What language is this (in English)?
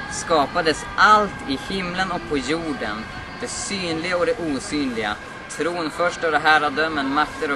Swedish